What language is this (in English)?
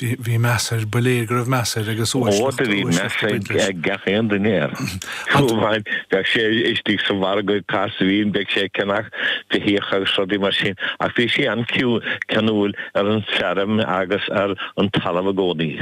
Irish